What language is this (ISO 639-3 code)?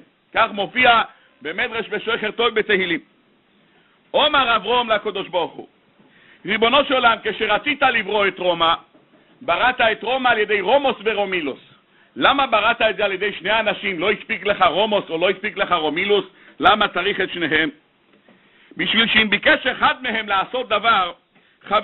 heb